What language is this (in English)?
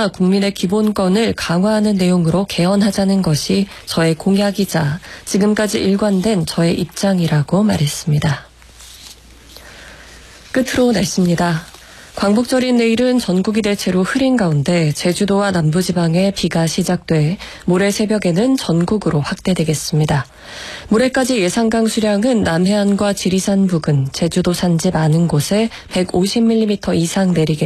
Korean